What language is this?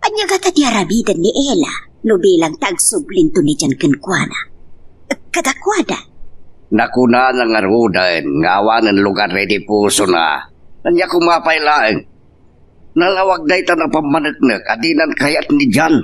Iloko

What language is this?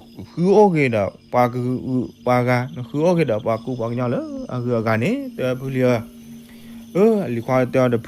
S'gaw Karen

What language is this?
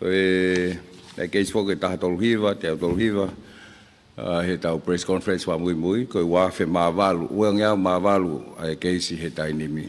Tongan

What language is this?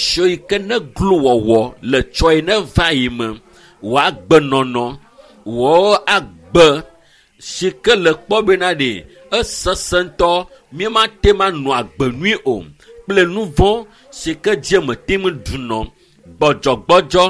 Ewe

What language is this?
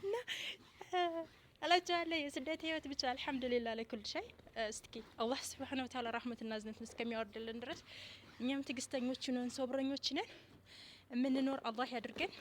Amharic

